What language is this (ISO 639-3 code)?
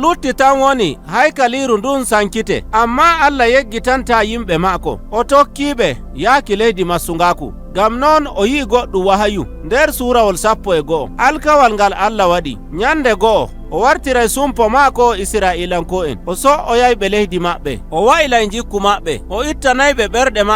fuv